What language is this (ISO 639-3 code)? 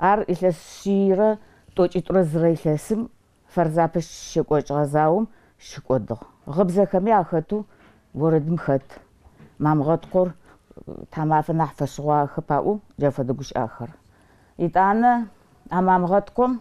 ady